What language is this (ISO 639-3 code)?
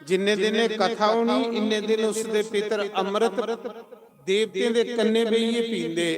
doi